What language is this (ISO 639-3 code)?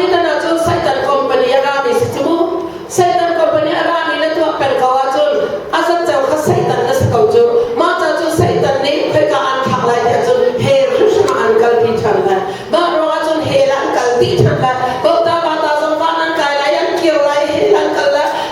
cnh